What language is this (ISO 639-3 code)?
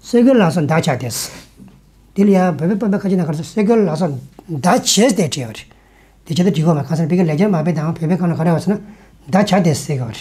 bod